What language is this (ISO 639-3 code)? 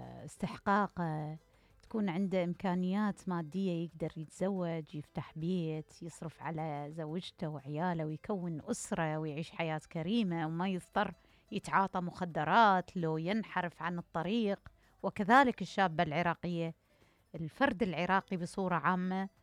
acm